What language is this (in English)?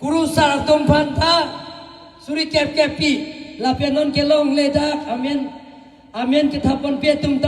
Karbi